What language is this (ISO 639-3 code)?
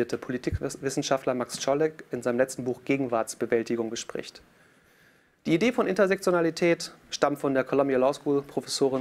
deu